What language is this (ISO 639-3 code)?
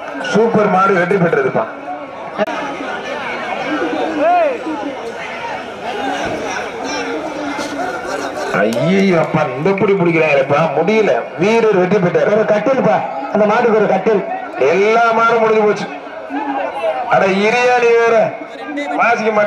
tam